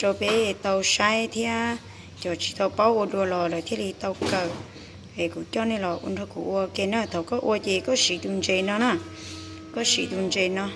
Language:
Hmong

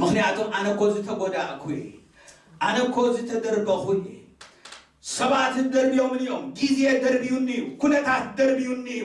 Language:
Tigrinya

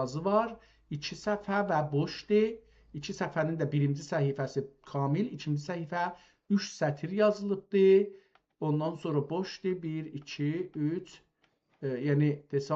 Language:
South Azerbaijani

